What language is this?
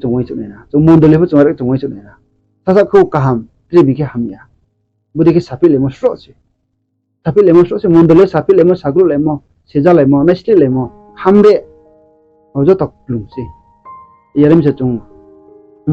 Riang (India)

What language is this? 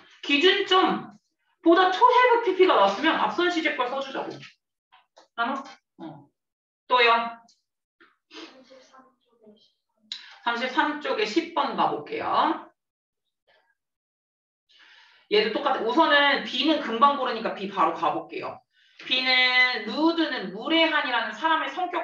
Korean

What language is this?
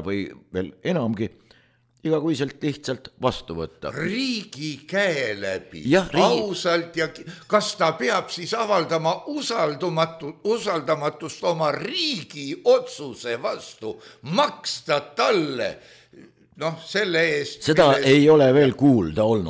Estonian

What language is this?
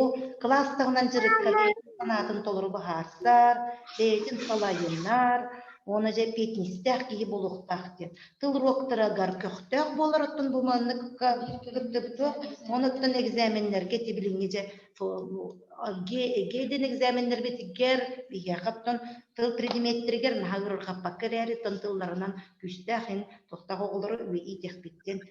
Yakut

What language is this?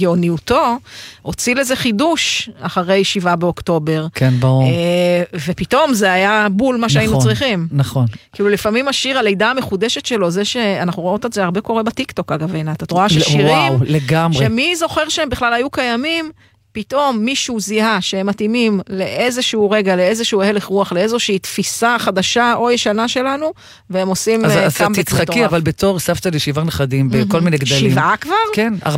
Hebrew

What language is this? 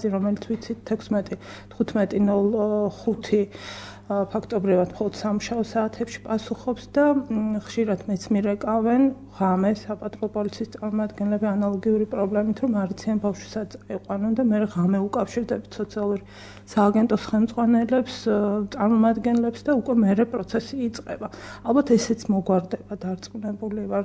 Georgian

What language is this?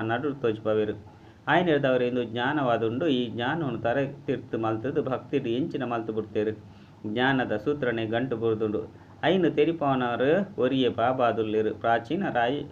Tulu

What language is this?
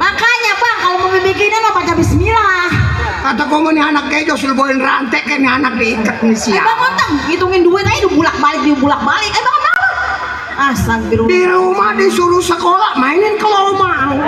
Betawi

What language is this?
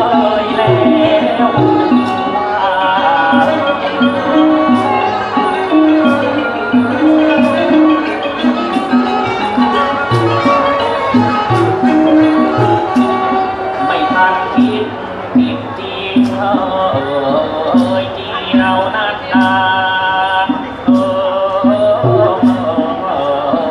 Thai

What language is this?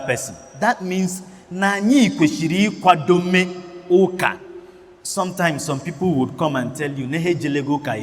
Igbo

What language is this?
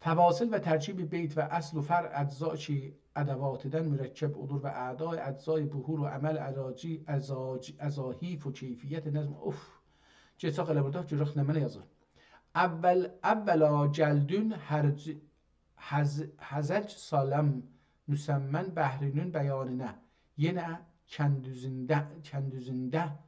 South Azerbaijani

